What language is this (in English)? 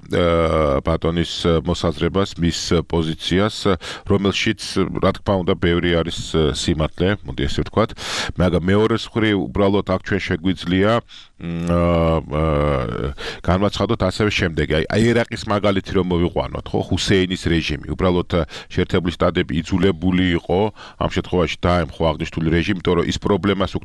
Georgian